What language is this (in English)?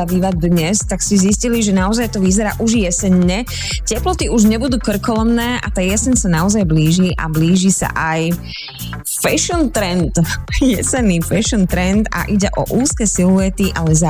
Slovak